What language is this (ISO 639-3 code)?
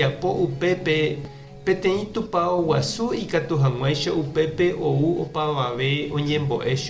grn